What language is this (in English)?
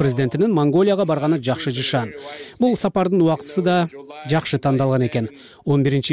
Kyrgyz